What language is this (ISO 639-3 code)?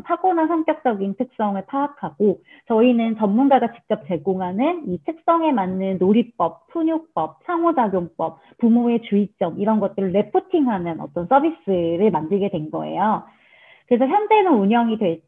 kor